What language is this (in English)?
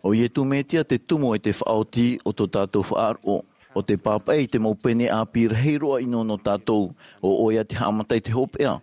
Tahitian